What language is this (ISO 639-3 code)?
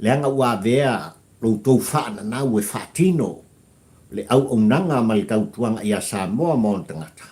smo